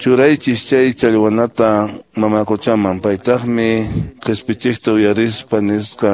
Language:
Quechua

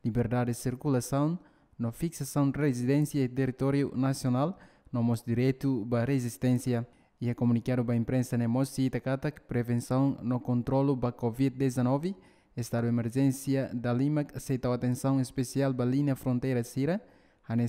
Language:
Tetum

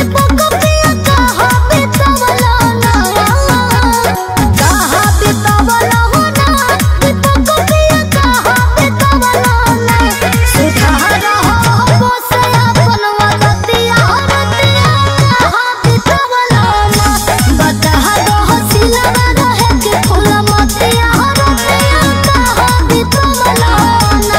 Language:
Bhojpuri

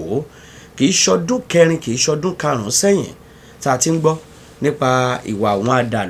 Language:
Yoruba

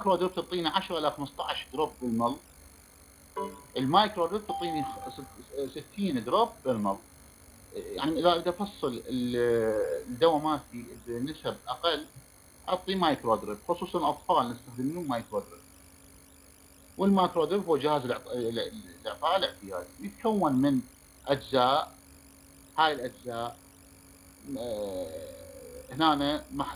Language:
Mesopotamian Arabic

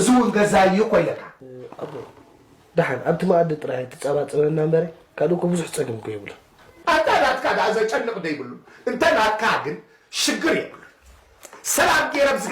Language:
Tigrinya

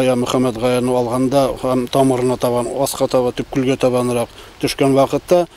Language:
Bashkir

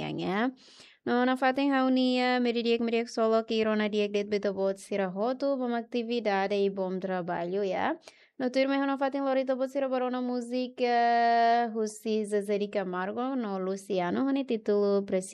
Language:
Tetum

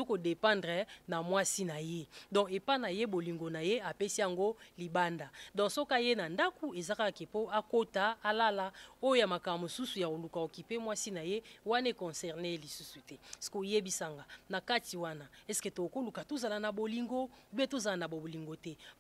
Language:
Lingala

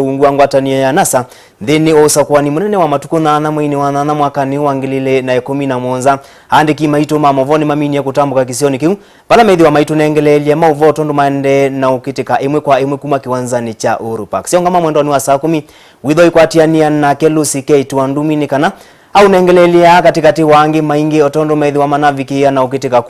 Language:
Kamba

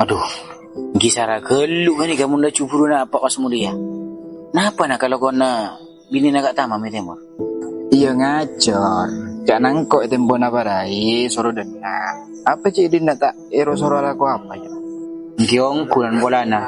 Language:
Madurese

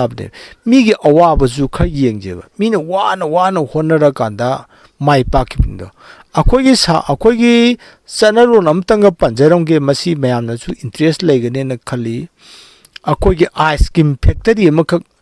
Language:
Manipuri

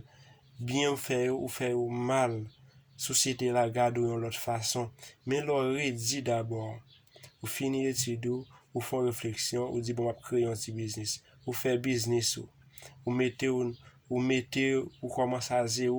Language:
Haitian Creole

